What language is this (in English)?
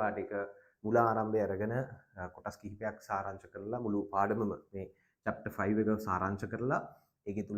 Sinhala